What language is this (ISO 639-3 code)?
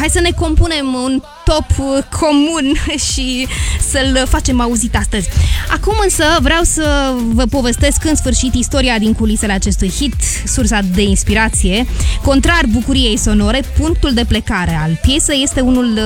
ron